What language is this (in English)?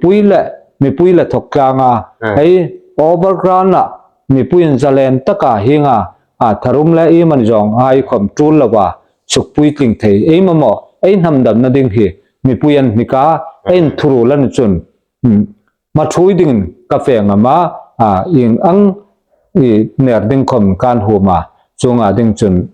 Hmar